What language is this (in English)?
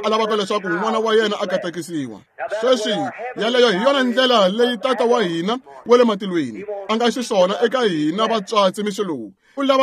Tsonga